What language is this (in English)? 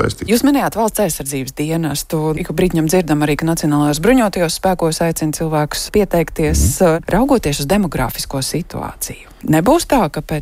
Latvian